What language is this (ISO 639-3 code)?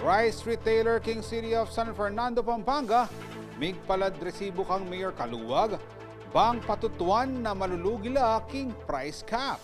pam